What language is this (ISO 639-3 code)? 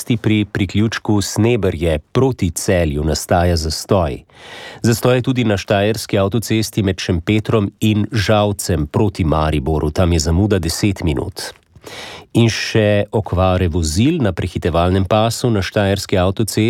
slv